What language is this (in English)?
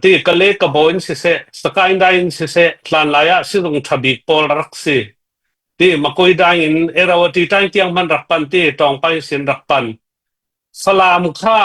Hakha Chin